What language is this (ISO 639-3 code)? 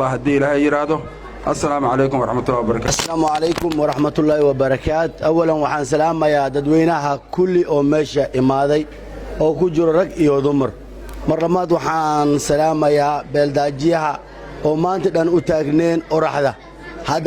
som